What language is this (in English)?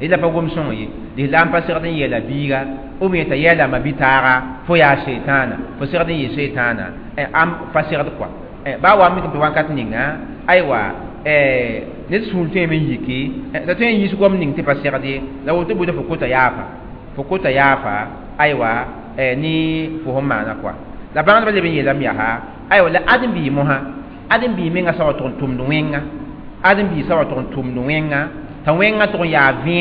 Mossi